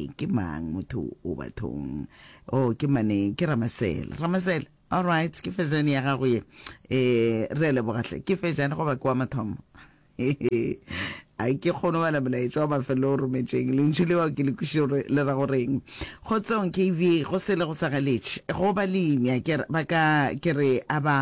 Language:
Northern Sotho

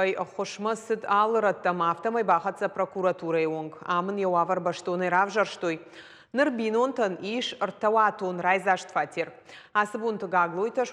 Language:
Ossetic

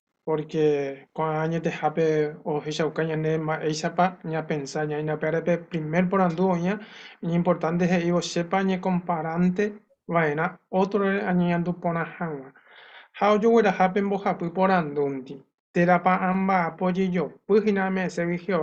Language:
Guarani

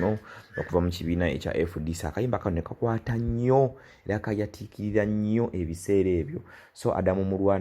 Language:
Ganda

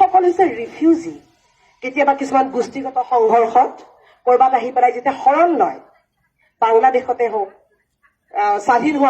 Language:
Assamese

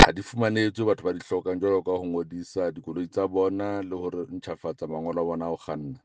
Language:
Southern Sotho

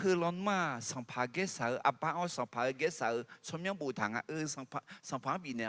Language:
Akha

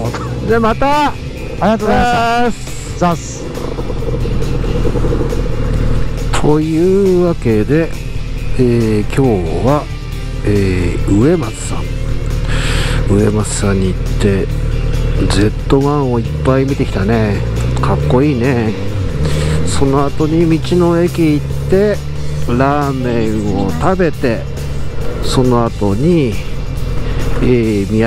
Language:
Japanese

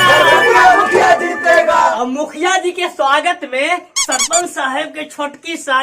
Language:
Magahi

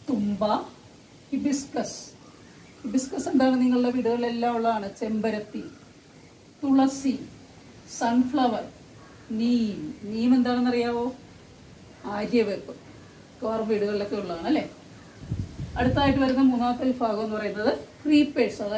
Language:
Malayalam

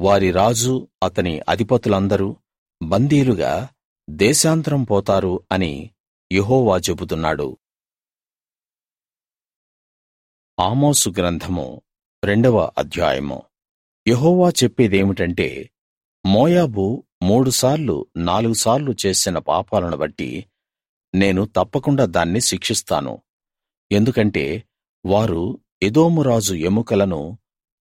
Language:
Telugu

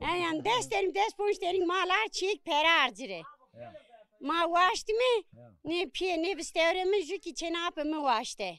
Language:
Zaza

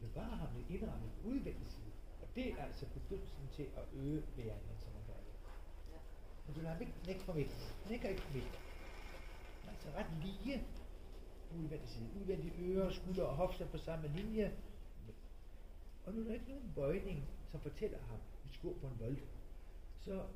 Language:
Danish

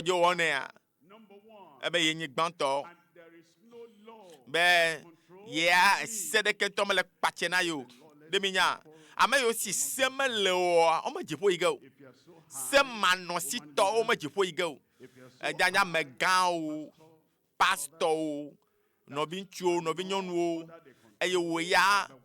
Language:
Ewe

